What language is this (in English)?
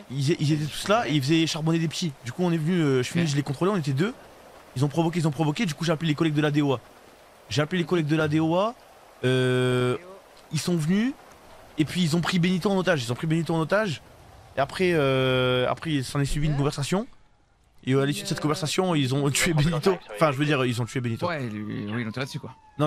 French